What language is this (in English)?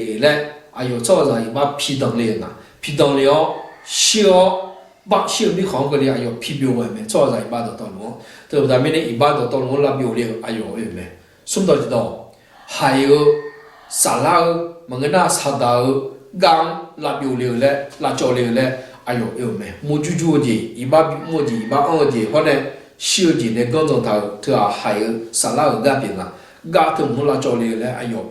Akha